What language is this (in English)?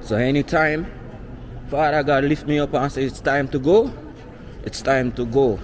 Jamaican Creole English